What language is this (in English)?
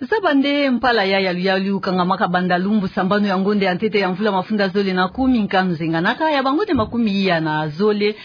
Kituba (Democratic Republic of Congo)